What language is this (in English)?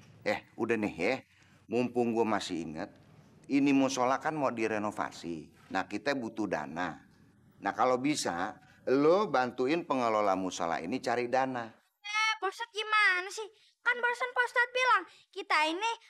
Betawi